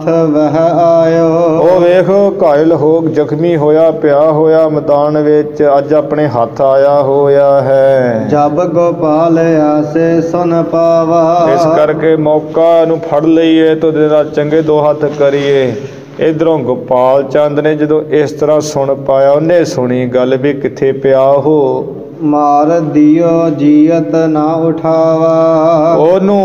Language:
Punjabi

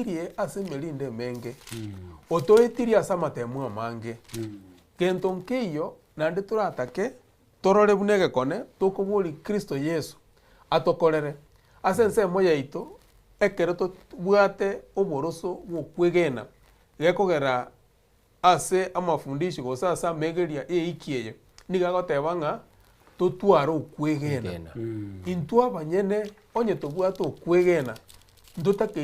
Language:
Gusii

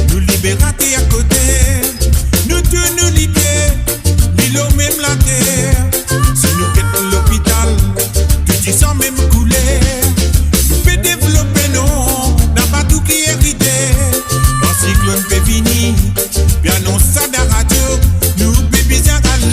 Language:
Morisyen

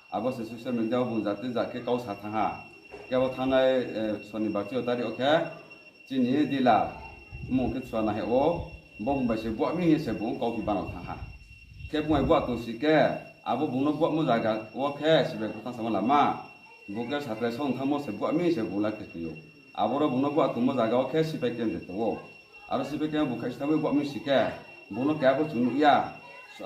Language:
Riang (India)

